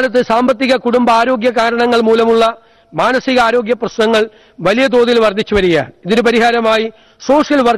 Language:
Malayalam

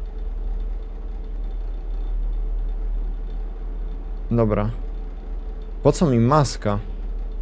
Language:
Polish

